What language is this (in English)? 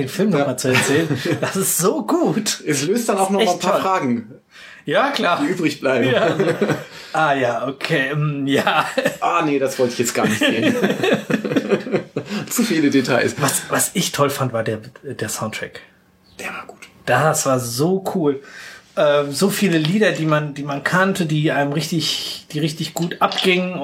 German